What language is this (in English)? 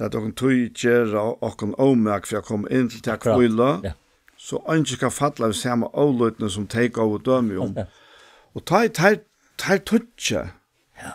Faroese